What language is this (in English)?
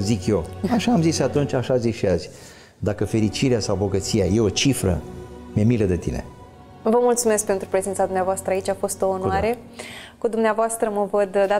Romanian